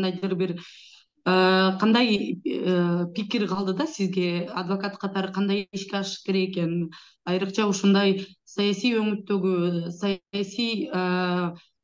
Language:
Kyrgyz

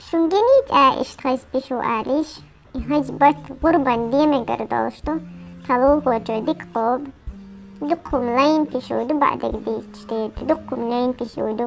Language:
Chechen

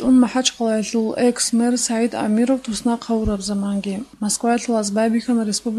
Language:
Avaric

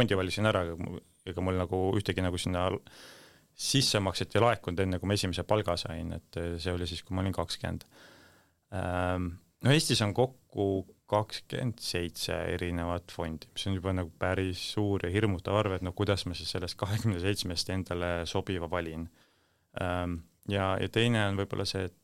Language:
Estonian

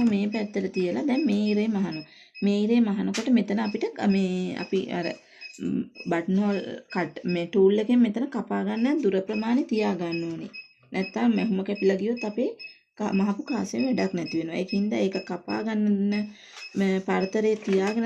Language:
Sinhala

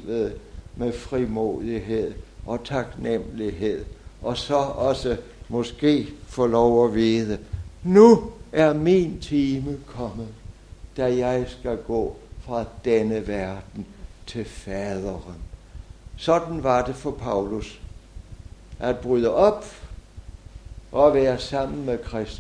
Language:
Danish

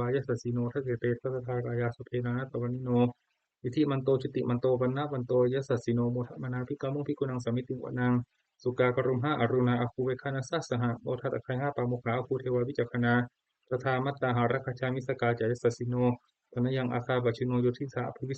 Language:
Pali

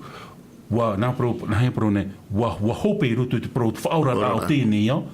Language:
Tahitian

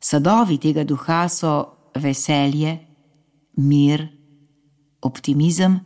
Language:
Slovenian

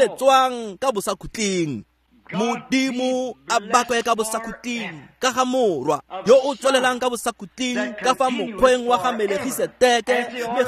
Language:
Tswana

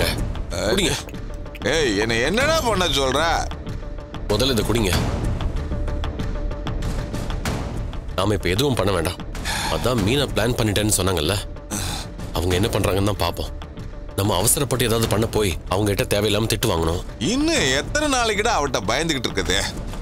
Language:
Tamil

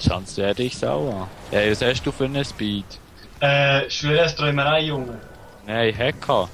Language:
Swiss German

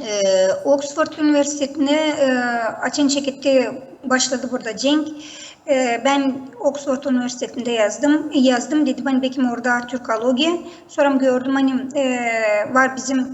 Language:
Gagauz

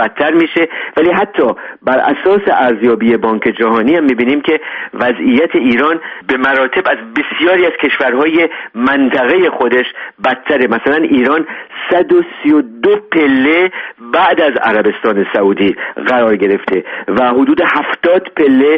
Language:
Persian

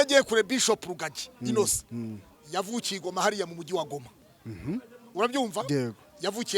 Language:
Kinyarwanda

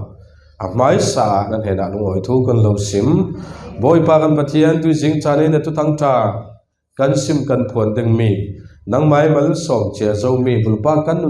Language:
Falam Chin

